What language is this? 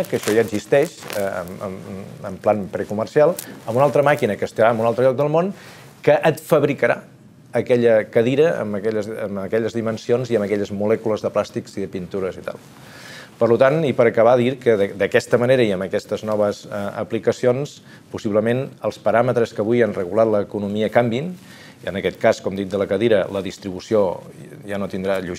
Catalan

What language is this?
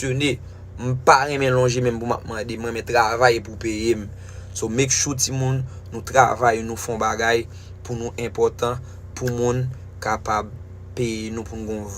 Haitian Creole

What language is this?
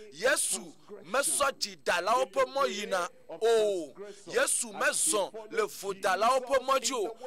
Ewe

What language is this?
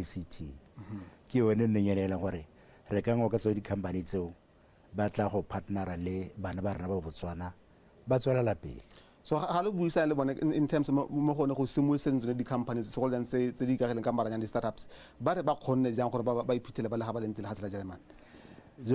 Tswana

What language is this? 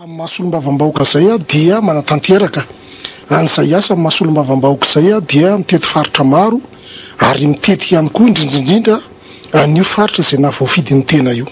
Malagasy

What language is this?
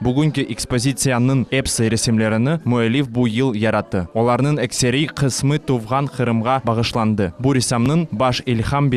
Crimean Tatar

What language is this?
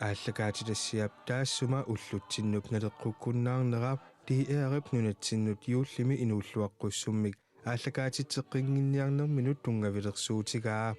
Kalaallisut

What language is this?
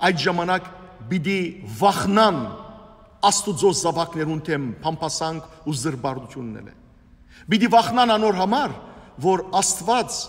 Western Armenian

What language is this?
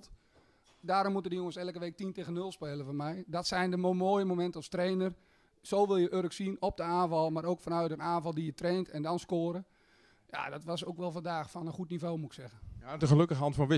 Dutch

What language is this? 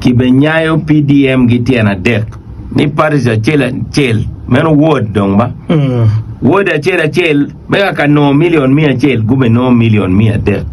Acoli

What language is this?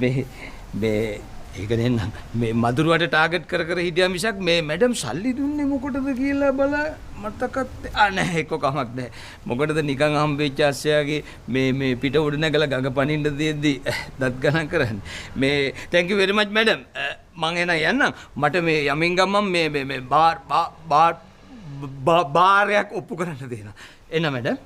Sinhala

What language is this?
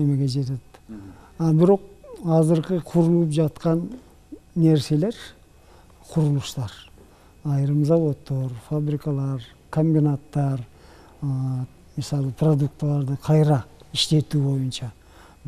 Kyrgyz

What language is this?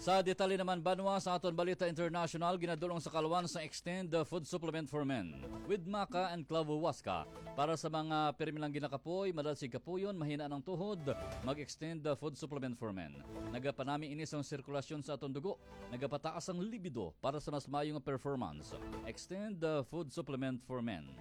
Hiligaynon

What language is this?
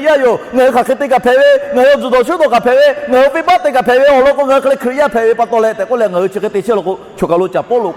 Lahu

